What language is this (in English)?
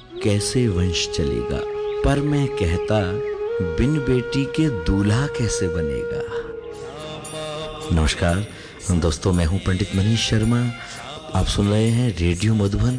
Hindi